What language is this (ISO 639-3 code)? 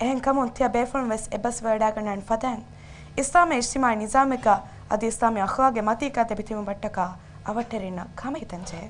div